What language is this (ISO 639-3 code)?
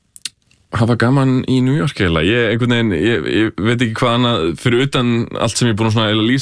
isl